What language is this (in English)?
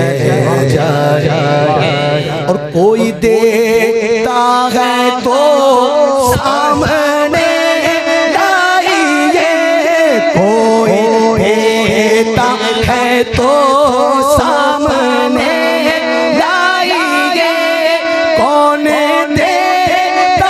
Urdu